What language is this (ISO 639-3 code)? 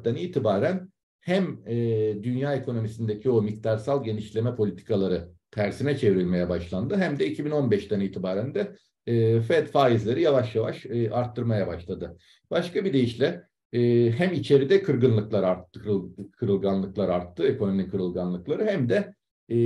tur